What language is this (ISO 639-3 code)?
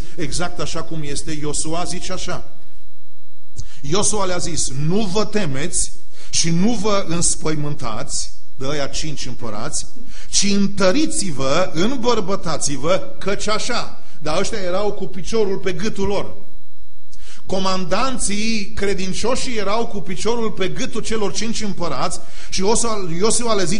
ron